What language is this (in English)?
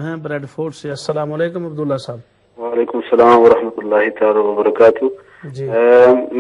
Urdu